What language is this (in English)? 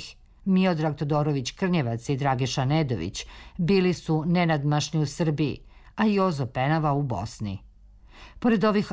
Serbian